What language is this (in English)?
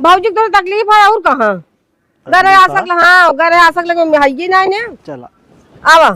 Awadhi